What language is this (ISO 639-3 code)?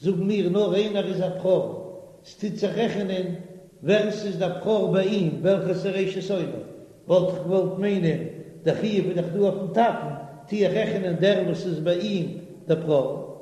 yid